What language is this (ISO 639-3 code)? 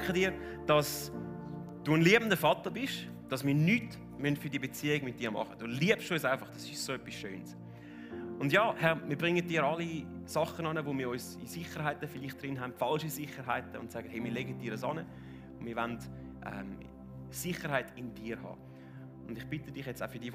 gsw